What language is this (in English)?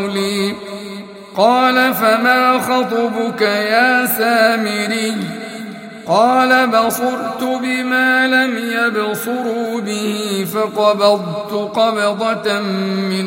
Arabic